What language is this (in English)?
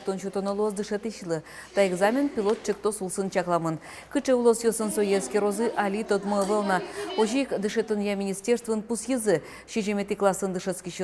Udmurt